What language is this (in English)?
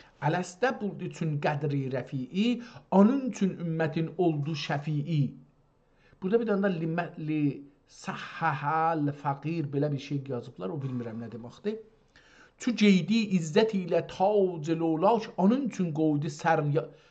South Azerbaijani